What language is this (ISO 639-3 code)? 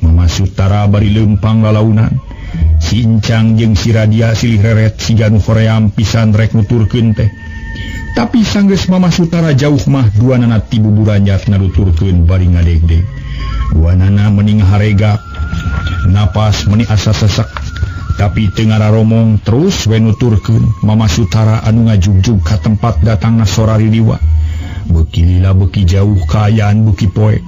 sun